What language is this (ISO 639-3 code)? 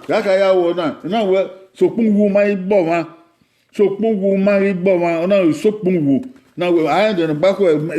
bin